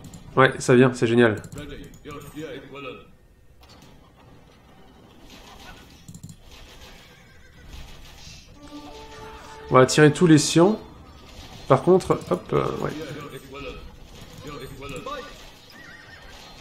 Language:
French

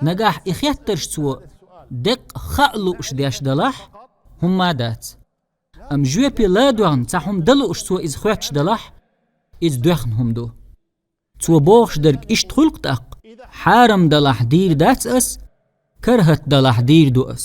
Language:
Chechen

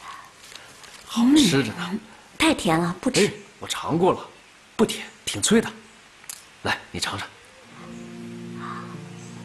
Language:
Chinese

